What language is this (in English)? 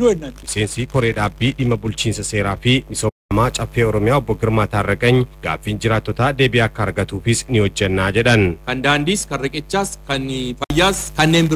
Oromo